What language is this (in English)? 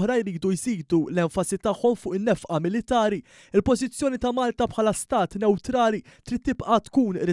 Maltese